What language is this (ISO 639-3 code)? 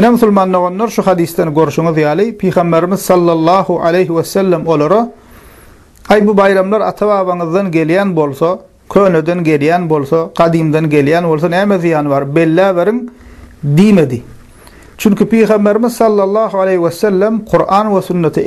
tuk